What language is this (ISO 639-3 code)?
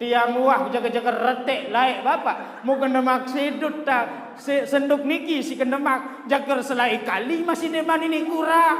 sas